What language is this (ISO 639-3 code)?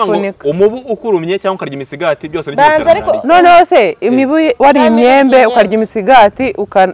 kin